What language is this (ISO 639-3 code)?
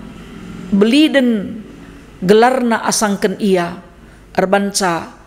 btx